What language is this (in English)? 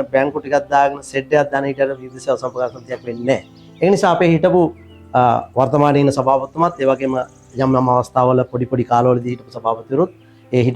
Sinhala